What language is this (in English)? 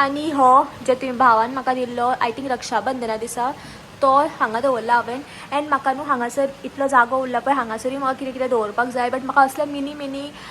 Konkani